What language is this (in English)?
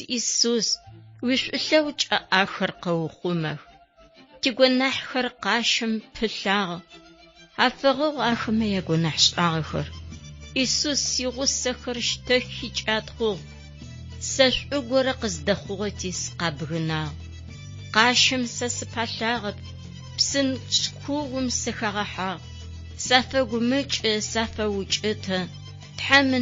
Adyghe